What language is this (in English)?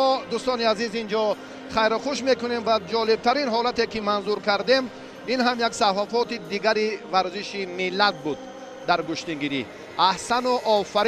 Tajik